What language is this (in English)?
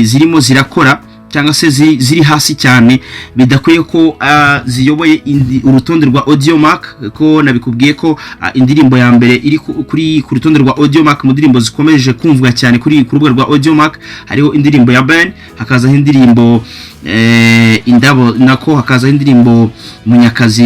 Kinyarwanda